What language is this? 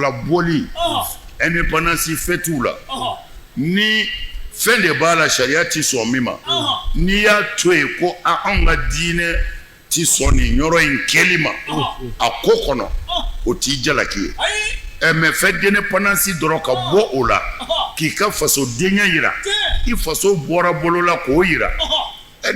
Bambara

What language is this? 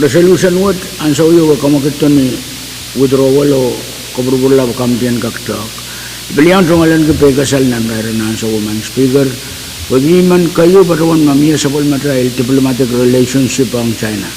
Pohnpeian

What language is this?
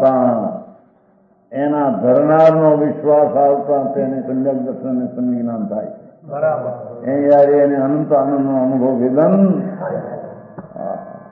Gujarati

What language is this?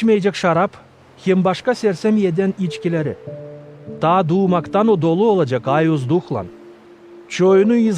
Gagauz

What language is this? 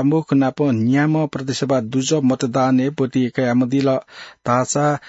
Newari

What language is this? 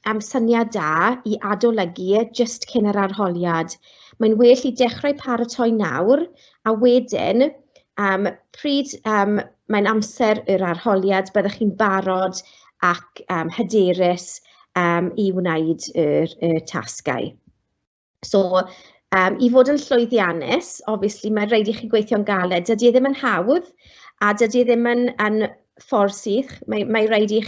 Welsh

